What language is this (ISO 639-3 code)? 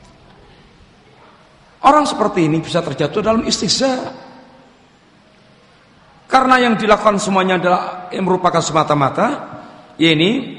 ind